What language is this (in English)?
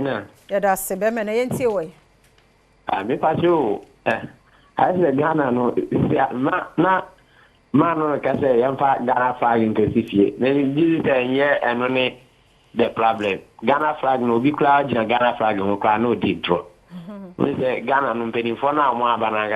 Akan